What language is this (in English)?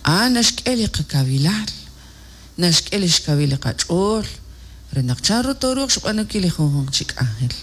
Kekchí